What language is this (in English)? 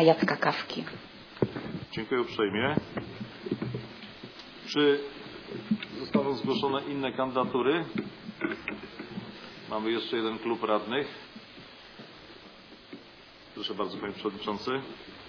Polish